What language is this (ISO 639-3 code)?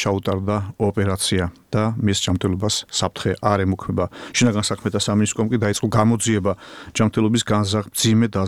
kat